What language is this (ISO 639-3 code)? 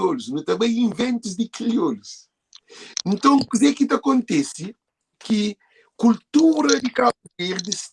kea